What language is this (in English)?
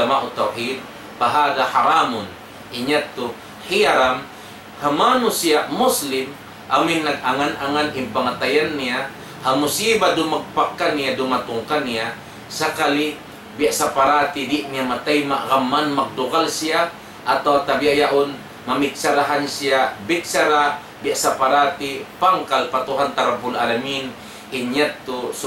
Tausug